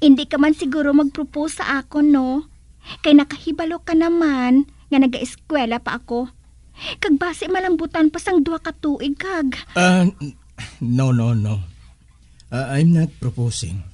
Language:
Hiligaynon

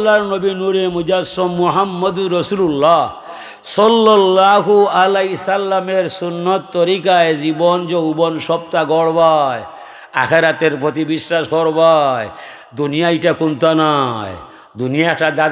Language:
Sylheti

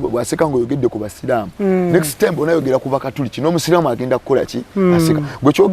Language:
Ganda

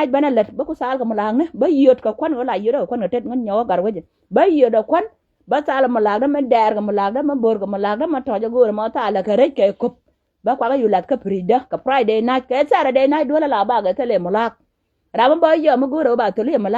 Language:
Nuer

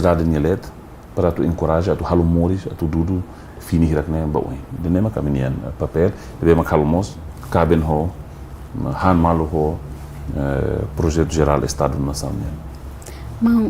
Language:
Tetum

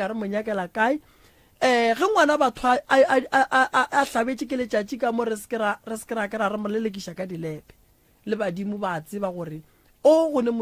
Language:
Northern Sotho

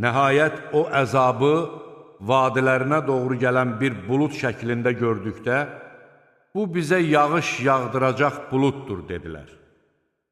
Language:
Azerbaijani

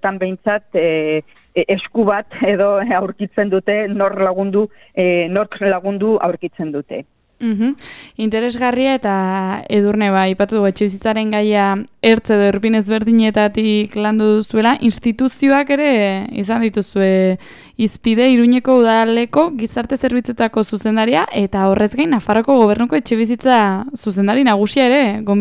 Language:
Basque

